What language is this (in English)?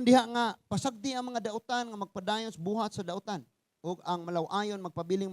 Cebuano